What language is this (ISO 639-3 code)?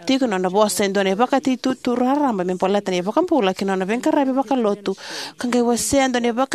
fij